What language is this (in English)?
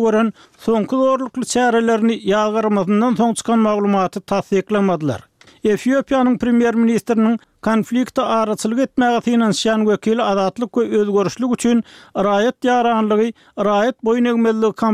Turkmen